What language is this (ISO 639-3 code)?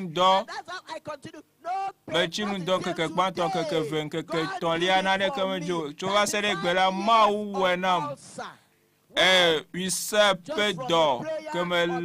ewe